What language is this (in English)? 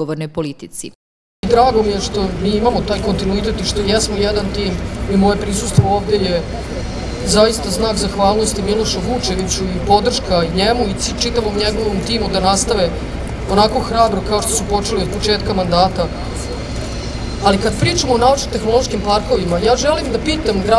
Serbian